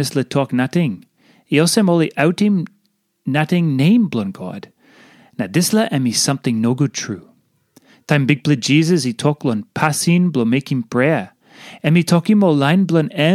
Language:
Tok Pisin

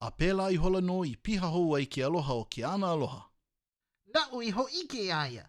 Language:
Hawaiian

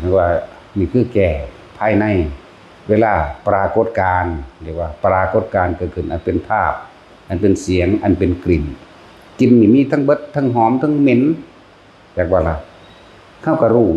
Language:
Northeastern Thai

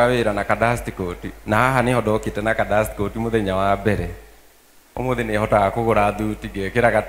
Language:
Kikuyu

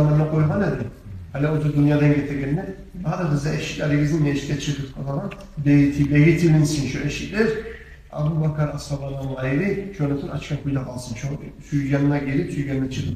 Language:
Kumyk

